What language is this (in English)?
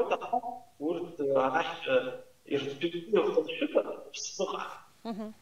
Abkhazian